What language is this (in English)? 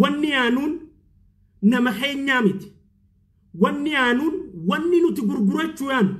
Oromo